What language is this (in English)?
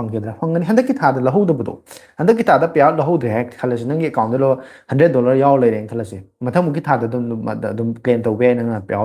Manipuri